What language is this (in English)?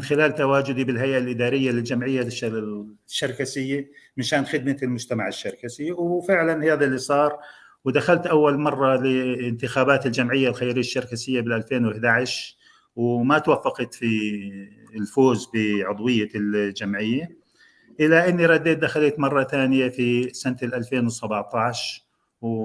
North Levantine Arabic